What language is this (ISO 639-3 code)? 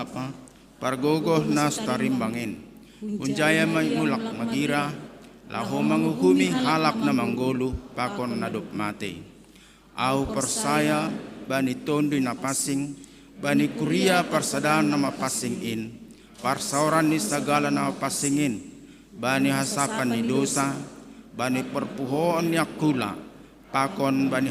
bts